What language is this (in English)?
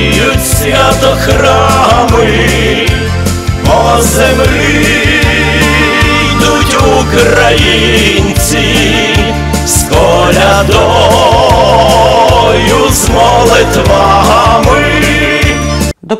Ukrainian